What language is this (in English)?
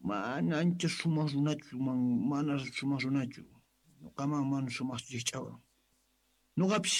South Bolivian Quechua